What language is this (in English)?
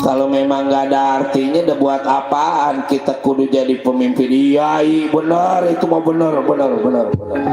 Betawi